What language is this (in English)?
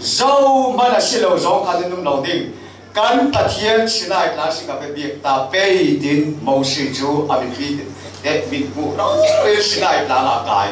Falam Chin